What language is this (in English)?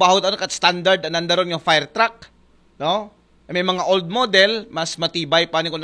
Aklanon